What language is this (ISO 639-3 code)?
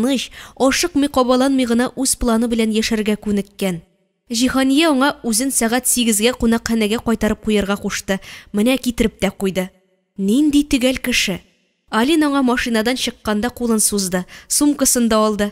tat